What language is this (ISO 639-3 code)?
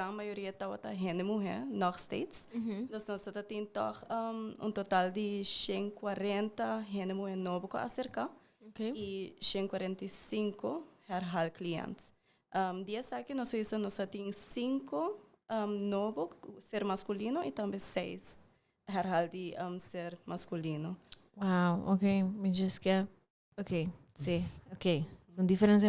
pap